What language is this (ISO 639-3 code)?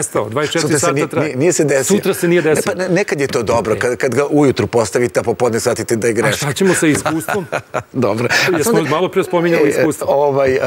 srp